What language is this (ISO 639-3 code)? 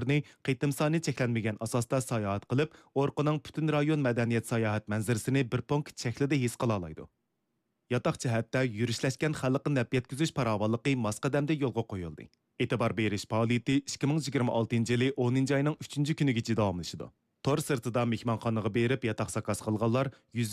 uig